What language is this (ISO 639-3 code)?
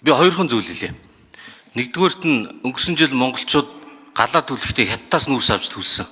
mon